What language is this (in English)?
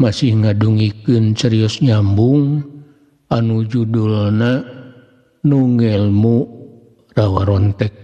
Sundanese